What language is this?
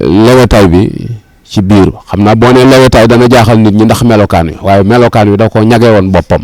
Wolof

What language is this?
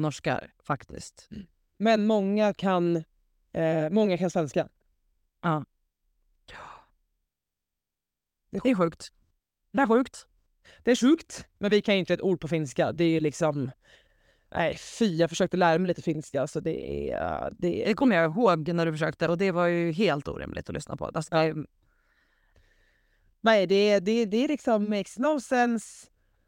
Swedish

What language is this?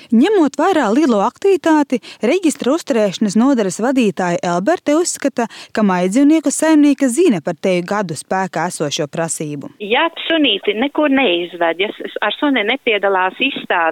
Latvian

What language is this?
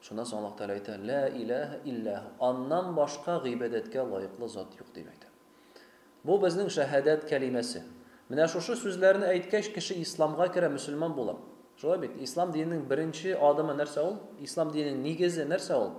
Tatar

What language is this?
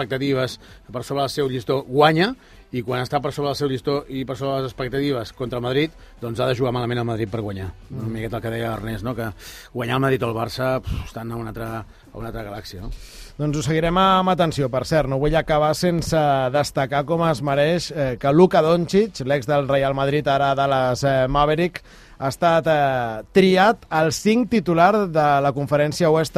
Catalan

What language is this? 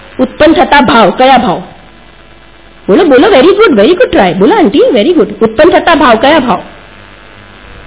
Gujarati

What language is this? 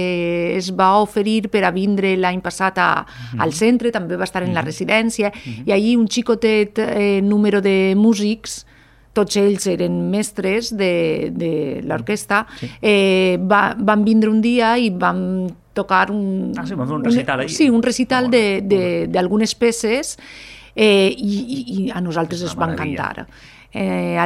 Catalan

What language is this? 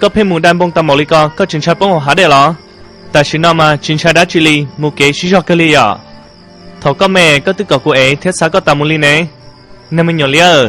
Hmong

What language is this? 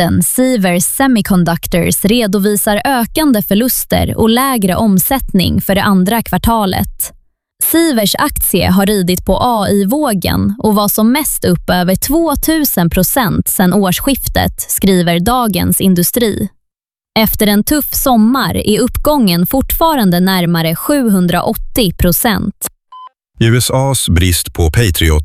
Swedish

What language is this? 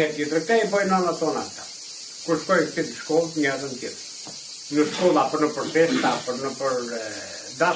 Albanian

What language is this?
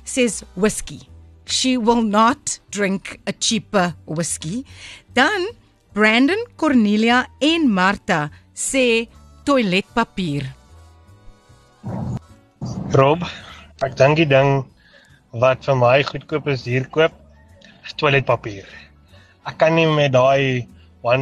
Afrikaans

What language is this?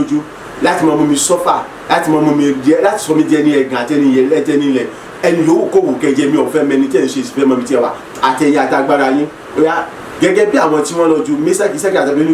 Yoruba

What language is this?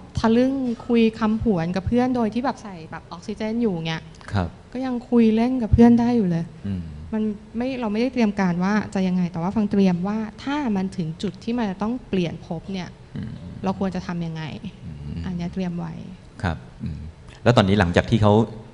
Thai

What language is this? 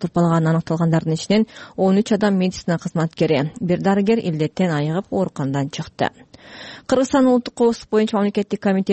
Kyrgyz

